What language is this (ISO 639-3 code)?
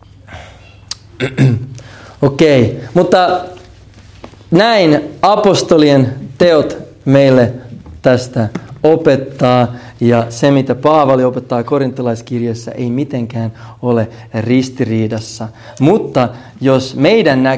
fin